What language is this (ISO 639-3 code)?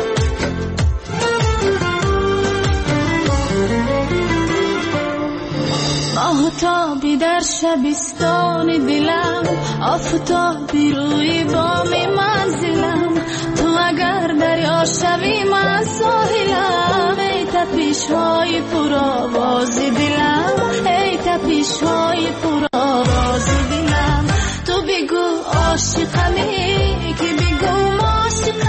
fas